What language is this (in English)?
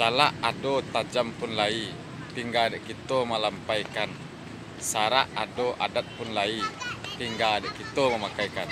Minangkabau